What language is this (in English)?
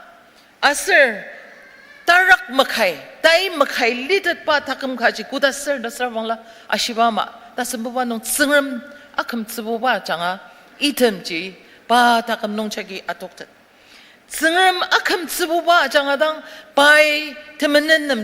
Ao Naga